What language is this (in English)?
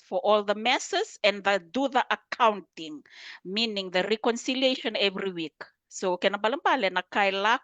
Fijian